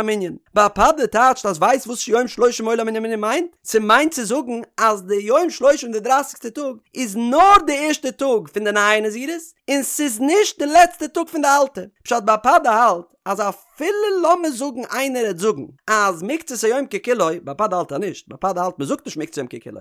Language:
Yiddish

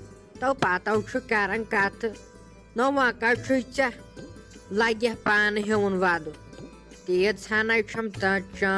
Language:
Kashmiri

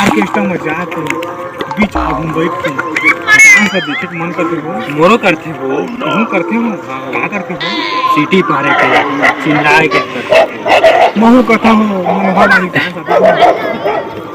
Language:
Chhattisgarhi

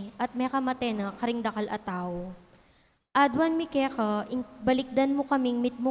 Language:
Pampanga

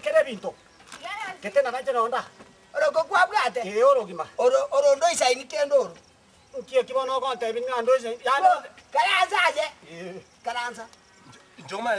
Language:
Gusii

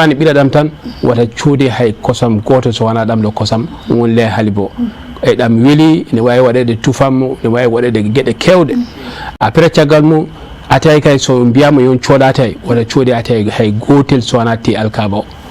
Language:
Bambara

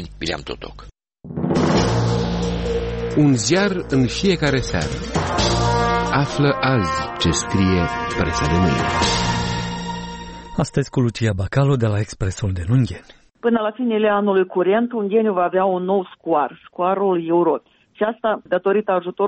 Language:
Romanian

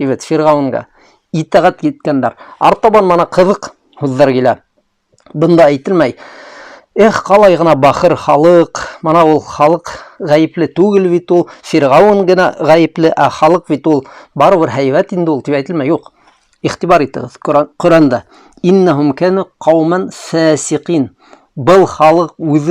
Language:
Bashkir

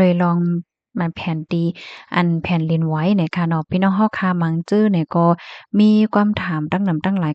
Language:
Shan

